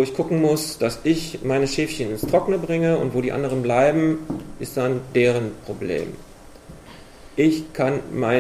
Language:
German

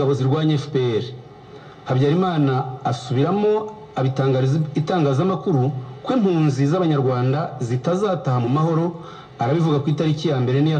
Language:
Kinyarwanda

